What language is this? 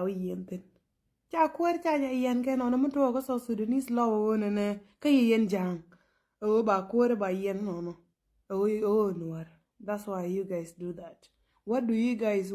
Nuer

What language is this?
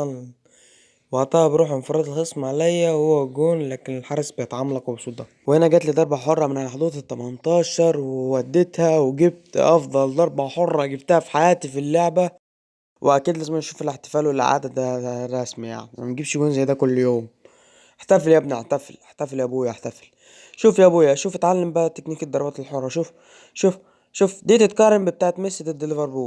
Egyptian Arabic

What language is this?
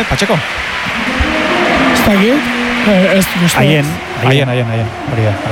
Basque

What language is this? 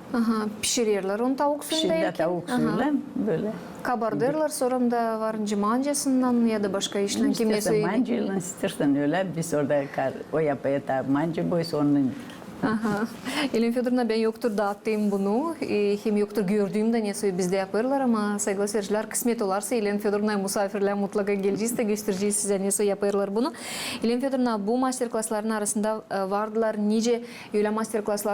Gagauz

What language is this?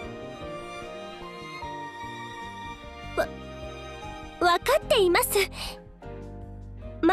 Japanese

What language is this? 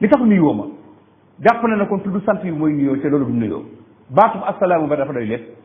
Wolof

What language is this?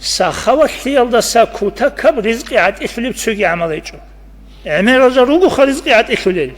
Avaric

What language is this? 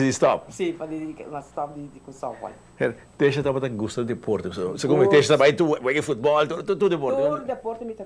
Papiamento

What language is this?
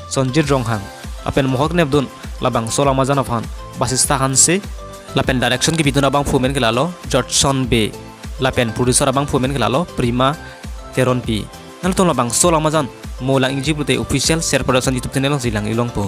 Karbi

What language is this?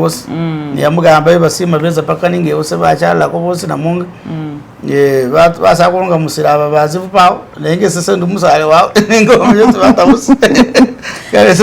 Masaaba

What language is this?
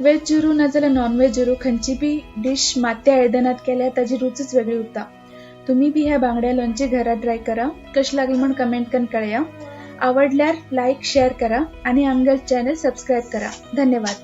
Konkani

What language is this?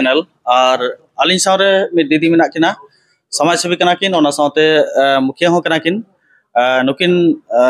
Santali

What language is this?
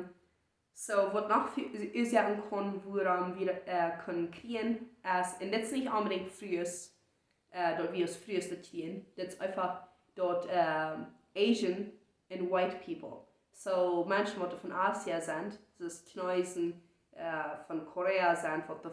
Plautdietsch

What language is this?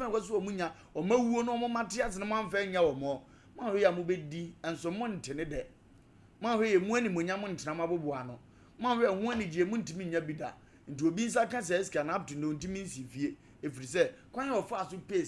Akan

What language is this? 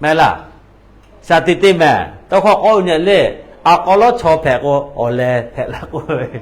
Lahu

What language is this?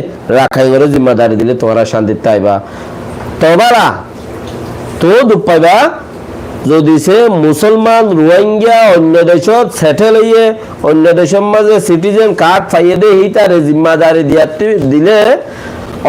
Rohingya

